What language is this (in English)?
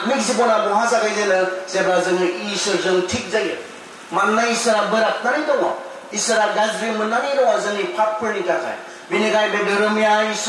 Bodo